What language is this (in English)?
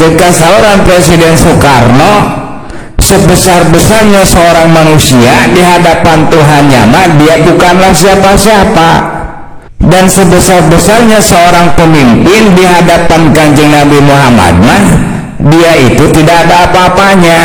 Sundanese